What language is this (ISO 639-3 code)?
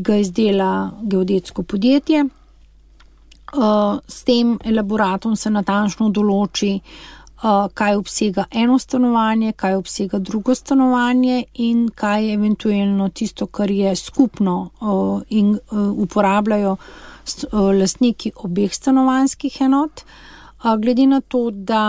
slv